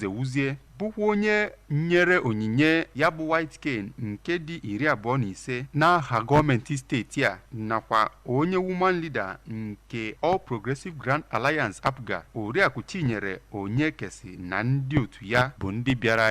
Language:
Igbo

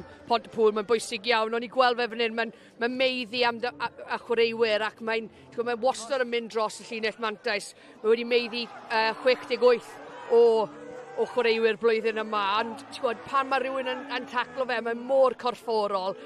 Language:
Welsh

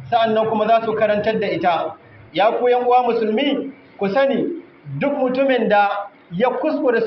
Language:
Hausa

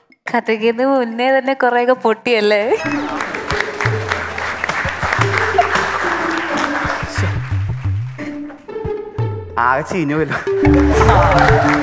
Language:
Malayalam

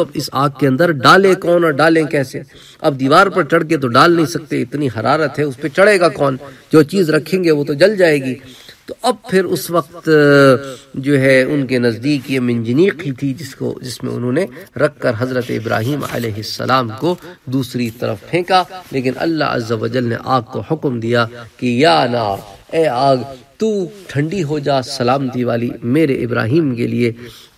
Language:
Urdu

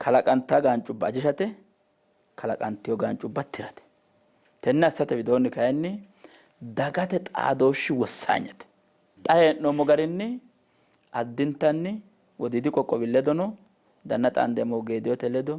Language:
Sidamo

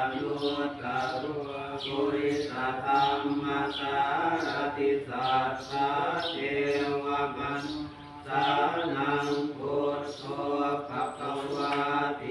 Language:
Pali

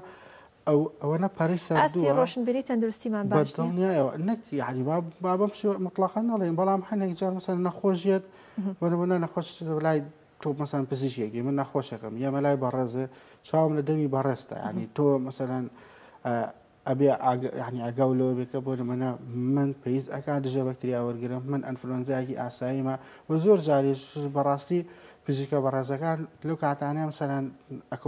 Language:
Central Kurdish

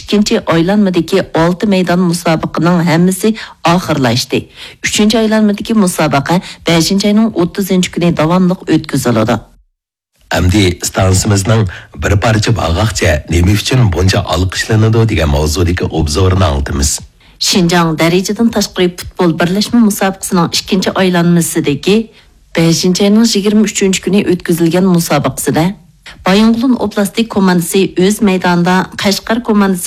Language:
Uyghur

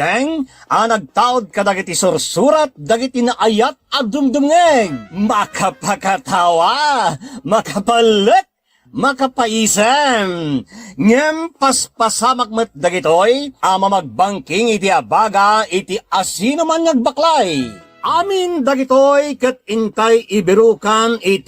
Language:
Iloko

